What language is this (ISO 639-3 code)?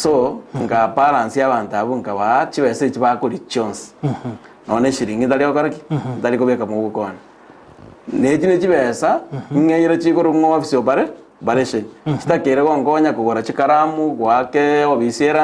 guz